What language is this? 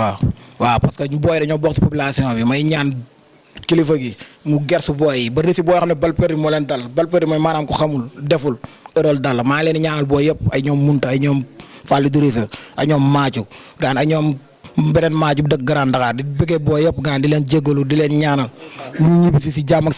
Wolof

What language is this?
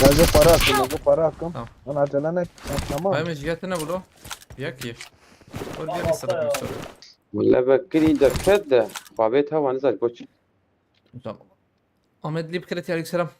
Kurdish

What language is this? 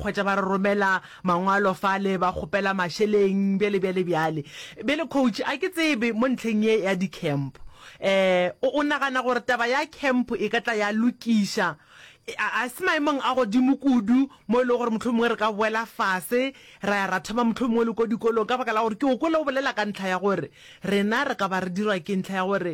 Northern Sotho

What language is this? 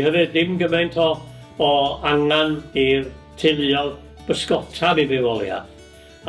Welsh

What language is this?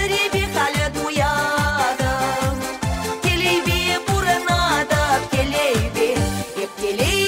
Chuvash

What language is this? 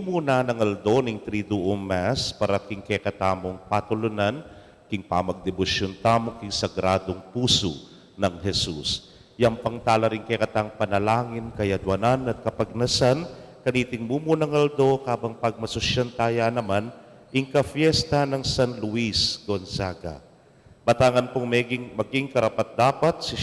Pampanga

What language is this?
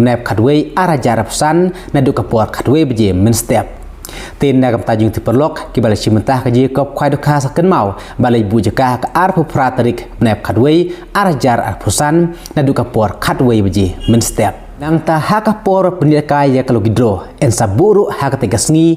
Khasi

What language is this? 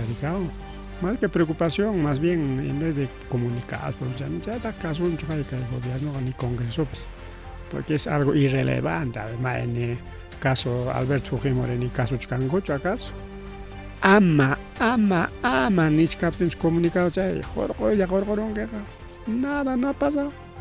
Ayacucho Quechua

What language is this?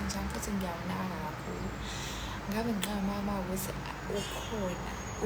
Zulu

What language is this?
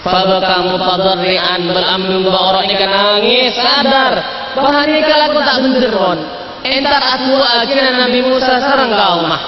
Madurese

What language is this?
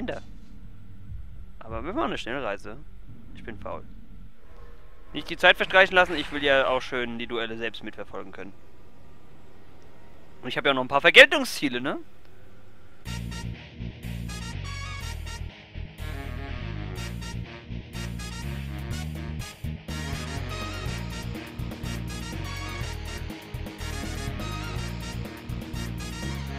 German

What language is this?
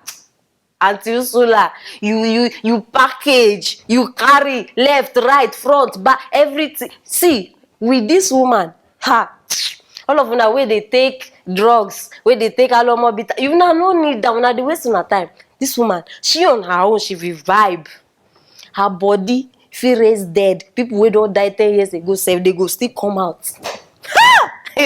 Nigerian Pidgin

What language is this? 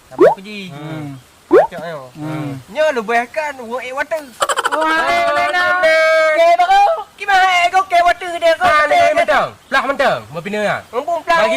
Achinese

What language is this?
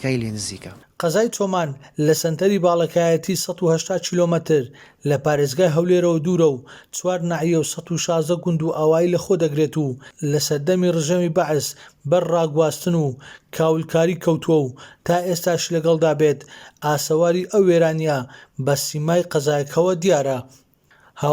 Central Kurdish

